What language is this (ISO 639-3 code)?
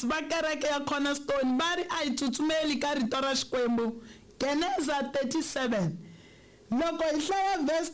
tso